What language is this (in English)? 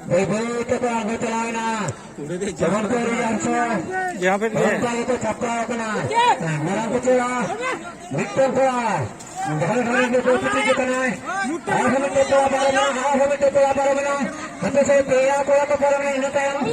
Santali